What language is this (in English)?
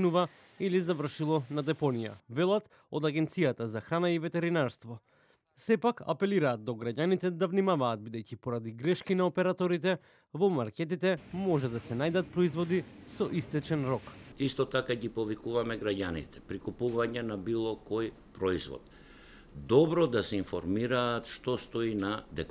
Macedonian